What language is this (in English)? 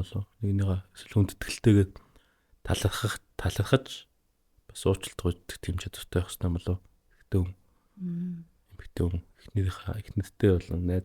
Mongolian